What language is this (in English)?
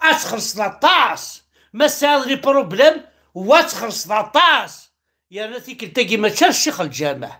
Kabyle